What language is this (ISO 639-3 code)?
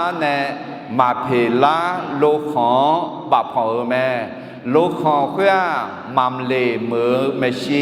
ahk